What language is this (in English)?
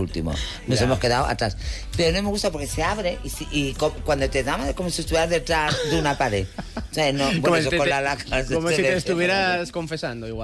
Spanish